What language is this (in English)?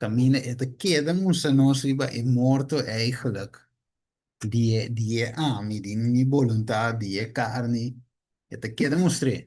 Papiamento